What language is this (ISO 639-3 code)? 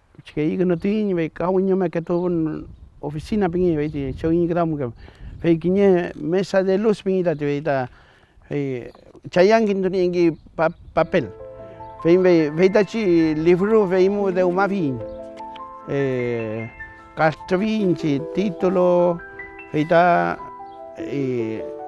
arn